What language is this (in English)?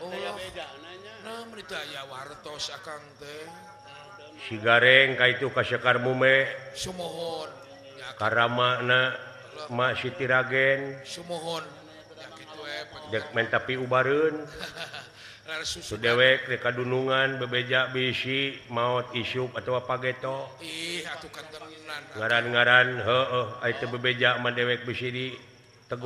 Sundanese